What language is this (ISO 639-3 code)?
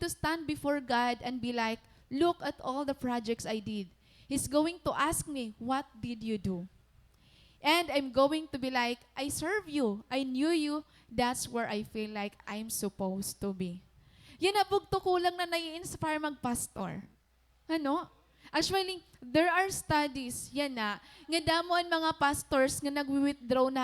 war